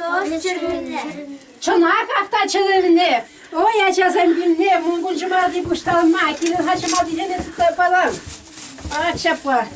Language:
Chuvash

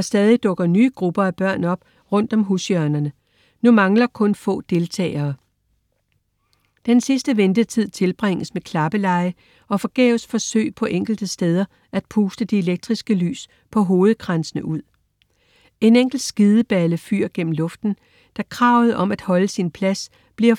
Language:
Danish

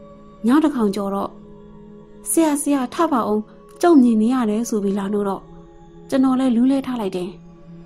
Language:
Burmese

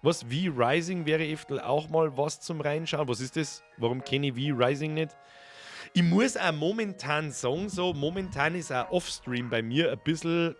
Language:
Bavarian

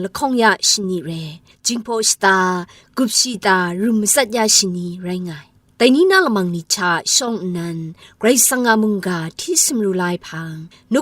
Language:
Kachin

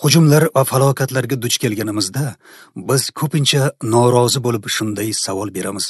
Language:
Uzbek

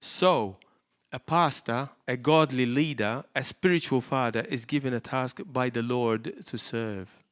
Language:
English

